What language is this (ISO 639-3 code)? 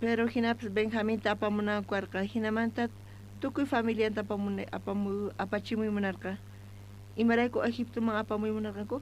quh